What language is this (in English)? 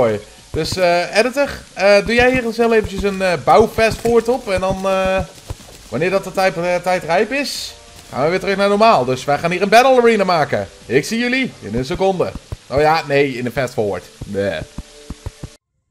Dutch